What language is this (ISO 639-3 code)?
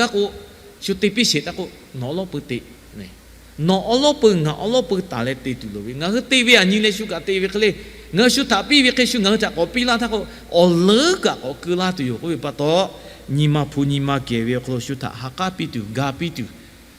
lhu